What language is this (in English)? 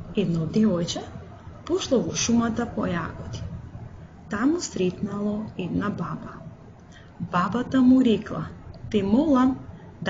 Macedonian